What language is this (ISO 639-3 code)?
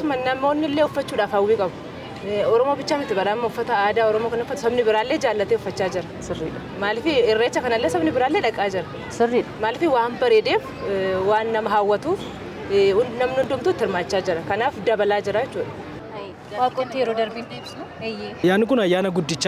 orm